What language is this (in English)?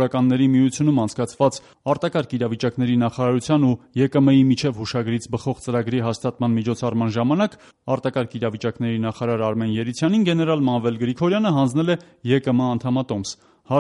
Armenian